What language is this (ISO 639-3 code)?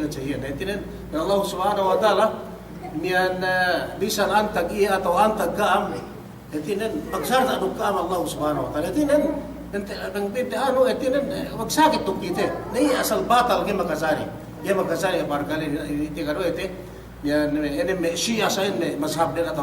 yka